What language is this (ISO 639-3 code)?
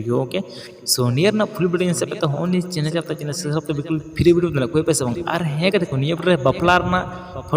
sat